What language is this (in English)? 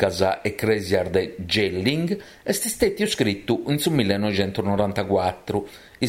Sardinian